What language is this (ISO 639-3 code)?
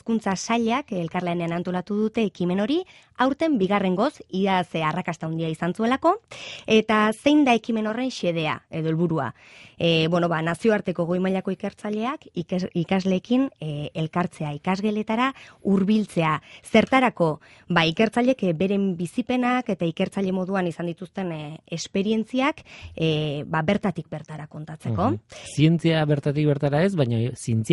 eus